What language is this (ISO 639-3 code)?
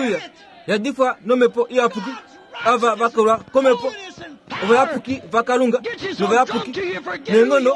kua